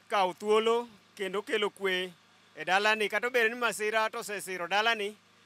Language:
Luo (Kenya and Tanzania)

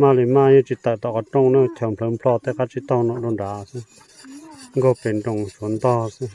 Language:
Hmong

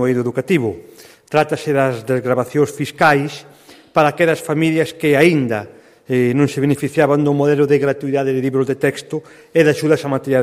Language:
Galician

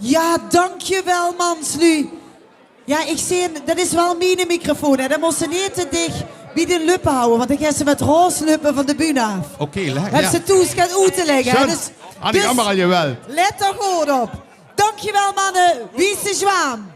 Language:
Limburgish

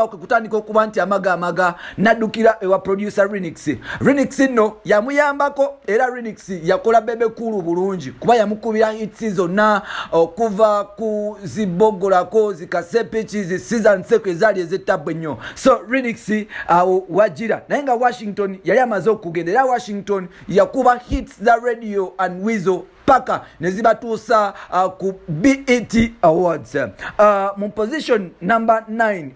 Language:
Ganda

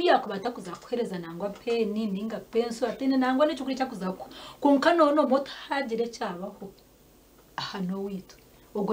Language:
Nyankole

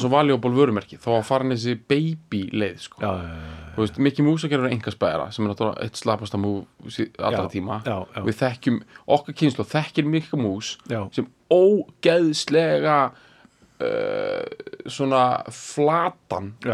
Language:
Icelandic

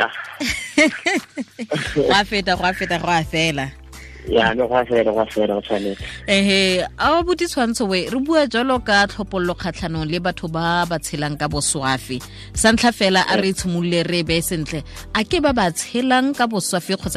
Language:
Tswana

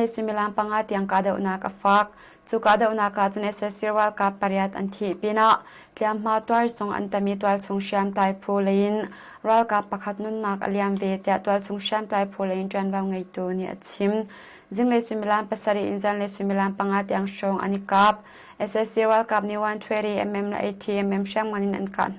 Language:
Hakha Chin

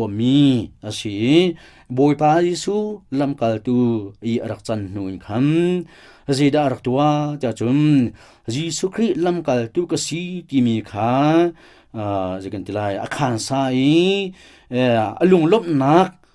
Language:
Hakha Chin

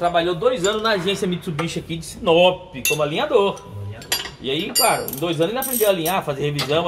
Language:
Portuguese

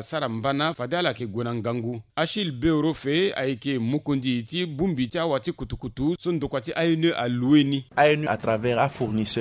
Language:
Sango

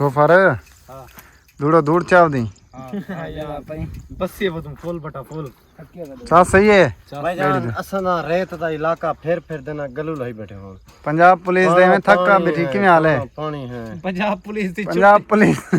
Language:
Saraiki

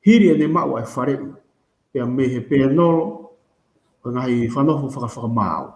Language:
Tongan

